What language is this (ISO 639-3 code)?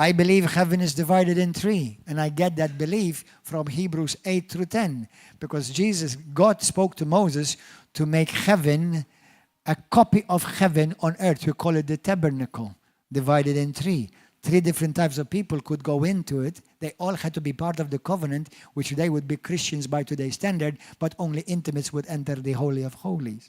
eng